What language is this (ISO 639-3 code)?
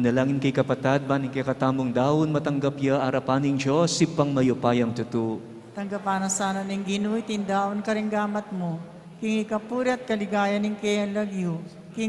pam